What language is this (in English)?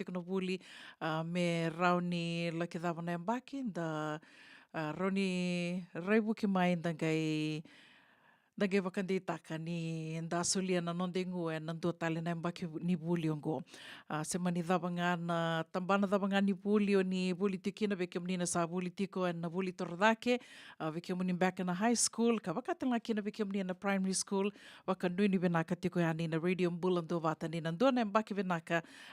Fijian